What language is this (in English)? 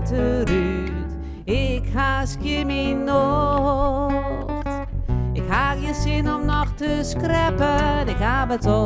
Western Frisian